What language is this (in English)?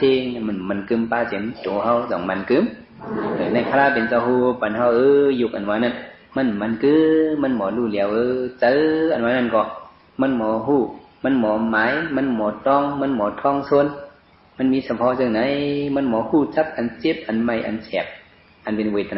Shan